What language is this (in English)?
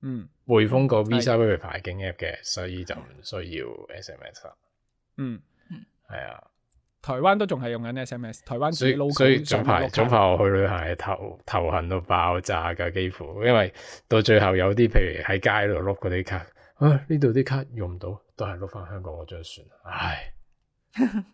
Cantonese